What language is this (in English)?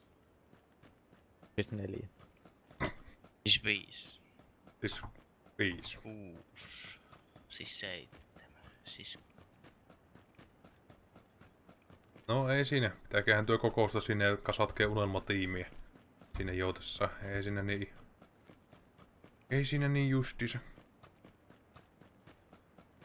Finnish